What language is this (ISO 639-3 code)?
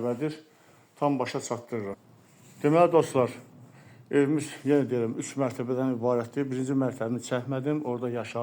aze